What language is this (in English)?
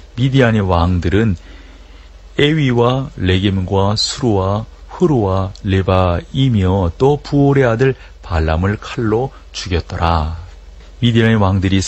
Korean